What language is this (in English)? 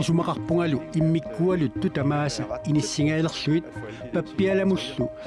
Kalaallisut